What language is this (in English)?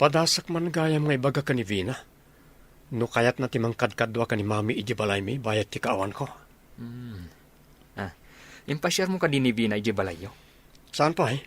Iloko